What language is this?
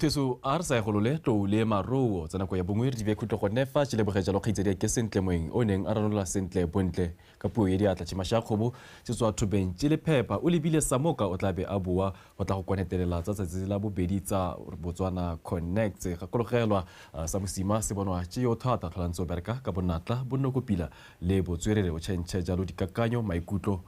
Tswana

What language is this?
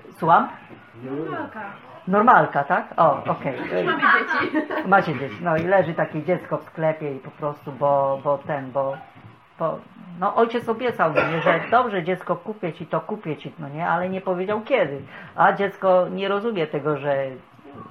Polish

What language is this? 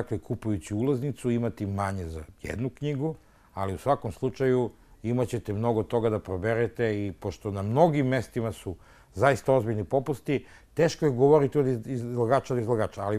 Serbian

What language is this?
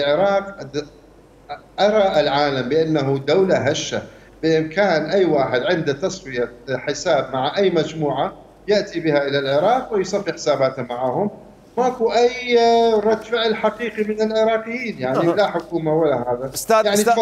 Mesopotamian Arabic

